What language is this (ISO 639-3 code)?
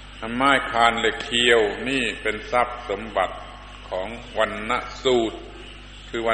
tha